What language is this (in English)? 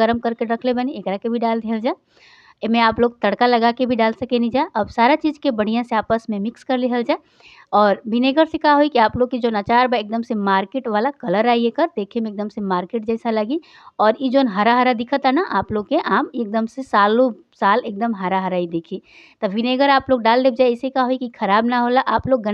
Bhojpuri